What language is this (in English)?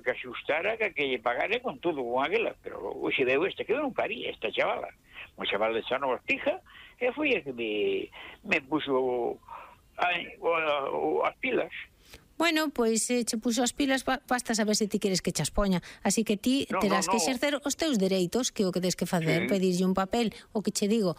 Galician